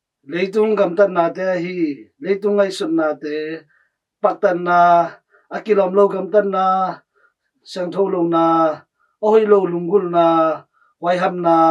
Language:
Tedim Chin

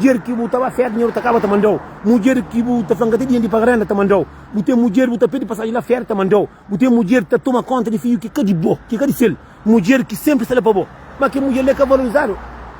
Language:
Kabuverdianu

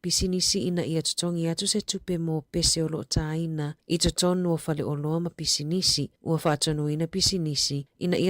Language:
Samoan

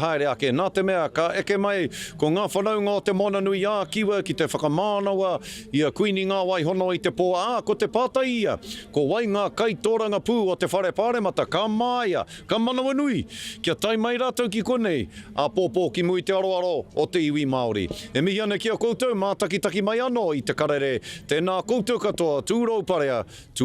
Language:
Māori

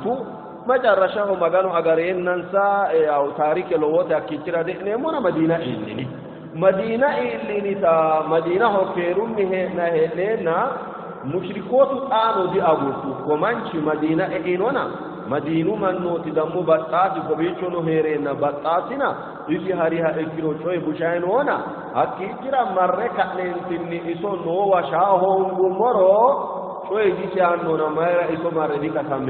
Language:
Sidamo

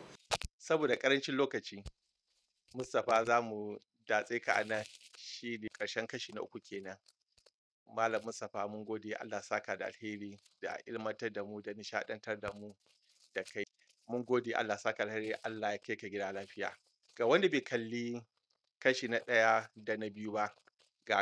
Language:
Hausa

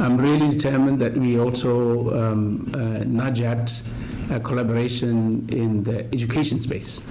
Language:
Tswana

